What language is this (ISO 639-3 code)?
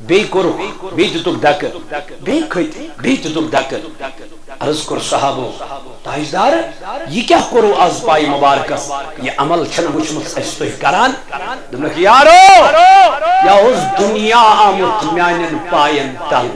kas